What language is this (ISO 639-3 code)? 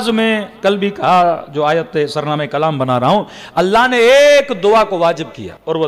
urd